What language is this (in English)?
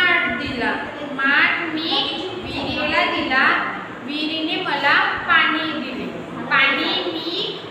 Marathi